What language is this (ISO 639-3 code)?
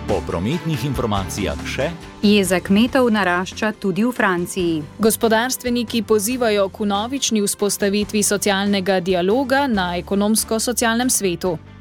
slv